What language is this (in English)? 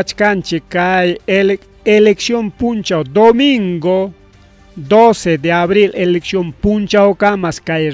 Ayacucho Quechua